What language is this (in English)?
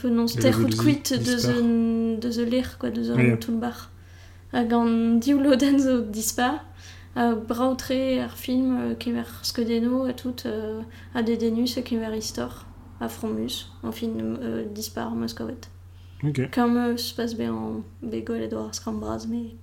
Breton